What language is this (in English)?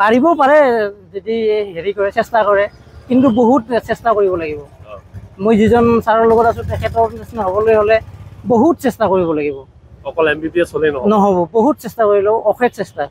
Assamese